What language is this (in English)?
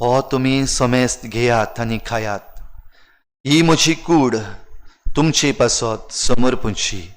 Konkani